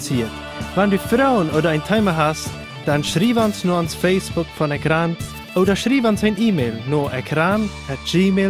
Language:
Plautdietsch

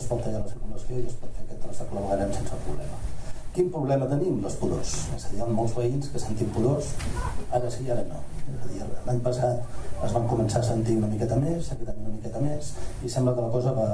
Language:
Catalan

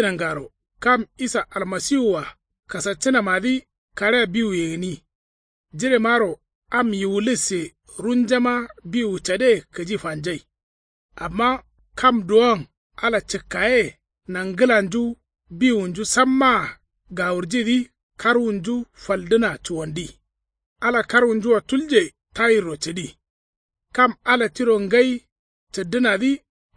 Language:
Kanuri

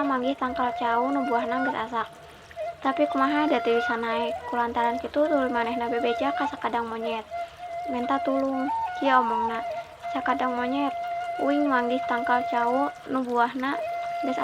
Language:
Sundanese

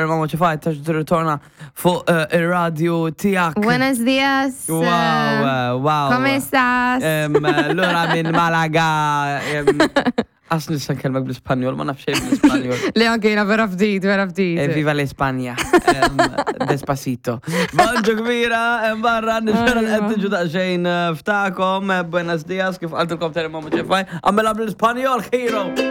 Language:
Maltese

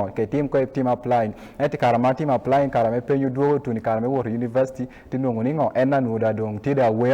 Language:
Acoli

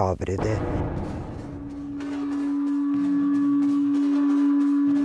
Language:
Serbian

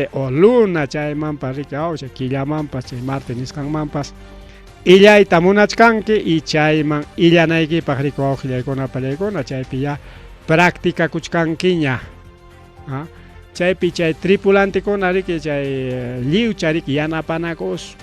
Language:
Ayacucho Quechua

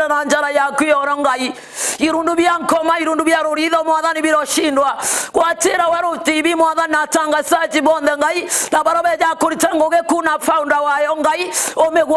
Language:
Meru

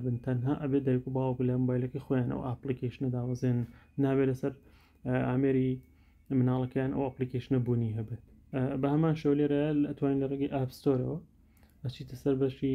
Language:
Central Kurdish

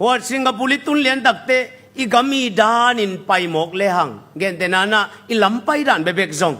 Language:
Tedim Chin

